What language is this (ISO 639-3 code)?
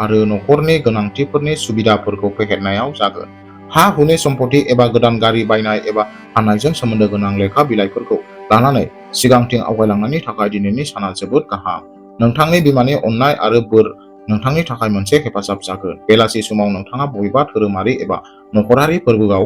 brx